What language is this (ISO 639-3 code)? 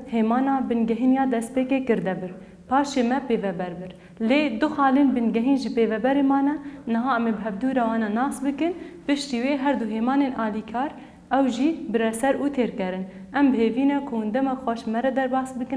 kur